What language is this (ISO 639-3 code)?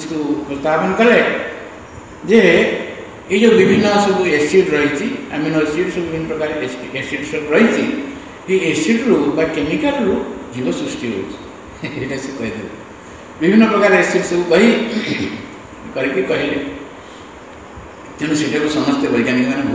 ori